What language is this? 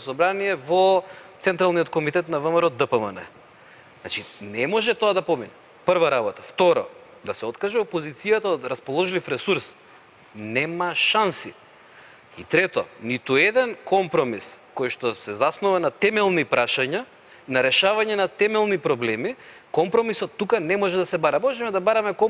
Macedonian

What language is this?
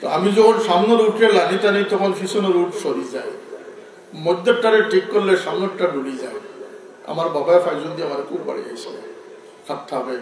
Sylheti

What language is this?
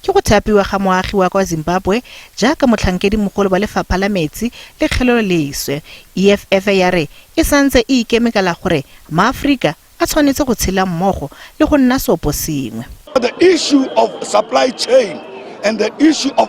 Tswana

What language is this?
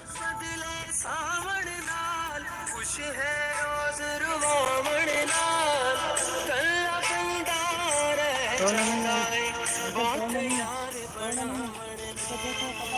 Saraiki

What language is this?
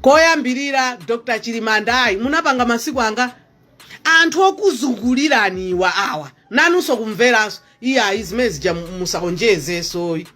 Nyanja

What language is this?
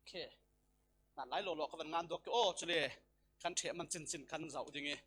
Falam Chin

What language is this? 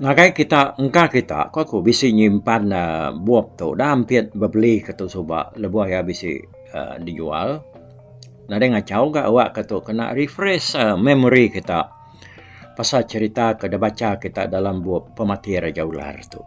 Iban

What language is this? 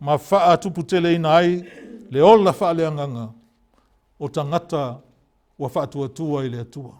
Samoan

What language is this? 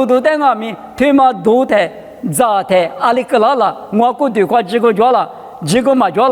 Lisu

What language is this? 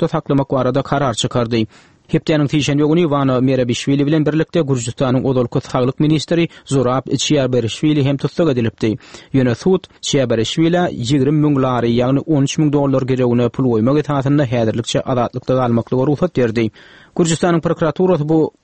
Turkmen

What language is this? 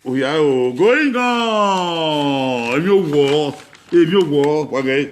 Bini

